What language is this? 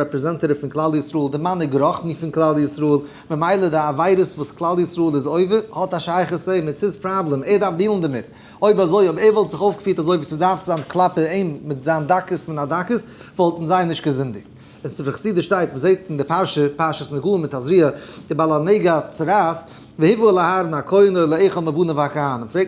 Yiddish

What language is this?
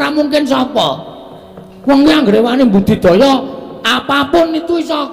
Javanese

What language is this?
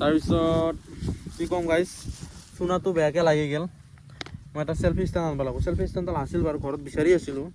Assamese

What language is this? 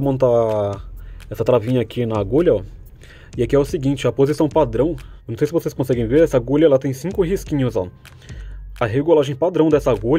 Portuguese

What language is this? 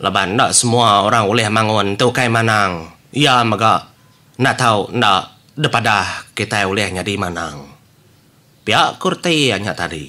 Iban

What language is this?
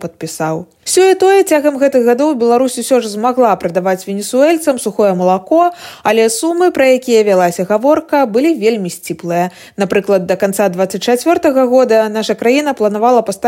Belarusian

